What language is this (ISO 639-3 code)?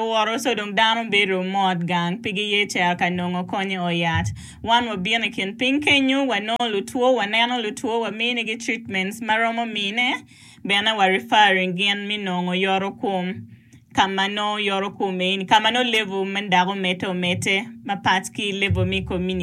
ach